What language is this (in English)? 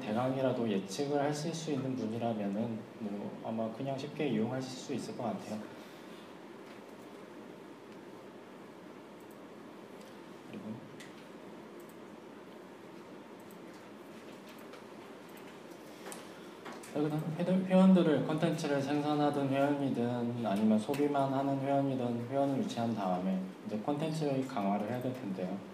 Korean